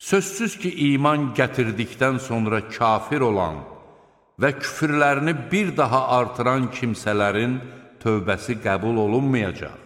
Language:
Azerbaijani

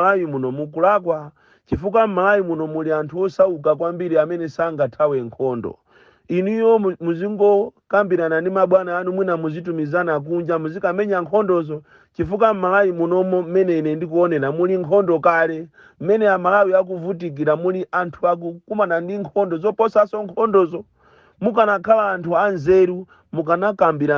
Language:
Nyanja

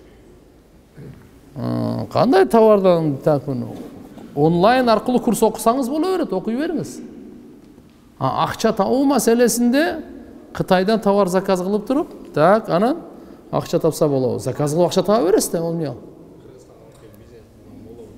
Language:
Kyrgyz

